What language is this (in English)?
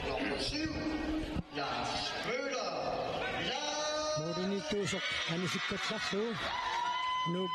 Kalaallisut